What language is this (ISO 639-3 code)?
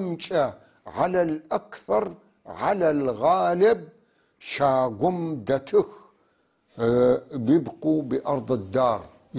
apc